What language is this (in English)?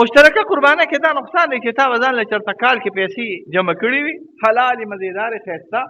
Pashto